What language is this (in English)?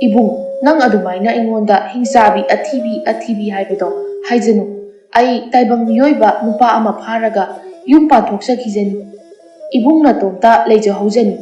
Manipuri